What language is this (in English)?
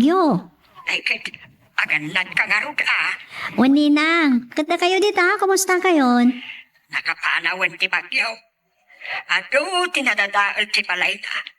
Iloko